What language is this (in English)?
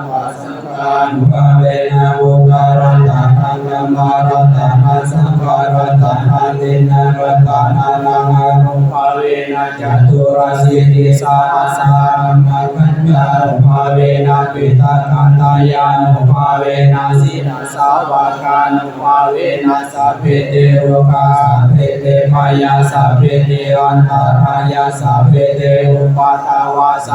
Pali